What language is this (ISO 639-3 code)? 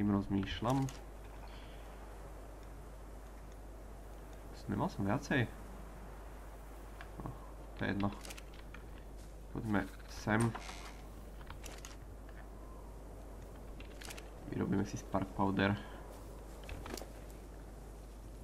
slk